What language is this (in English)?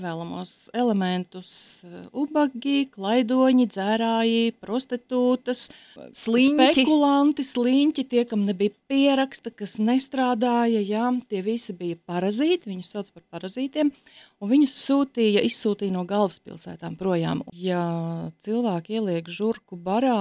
Latvian